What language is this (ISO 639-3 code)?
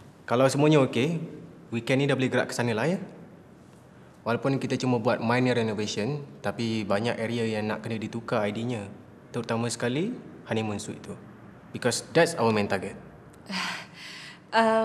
msa